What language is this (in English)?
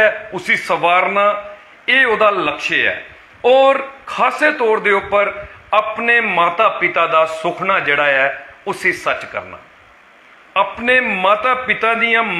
Dogri